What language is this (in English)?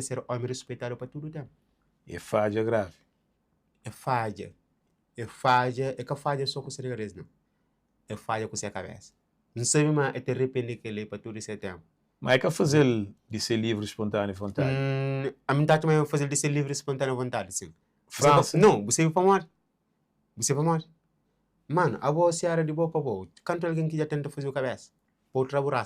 Kabuverdianu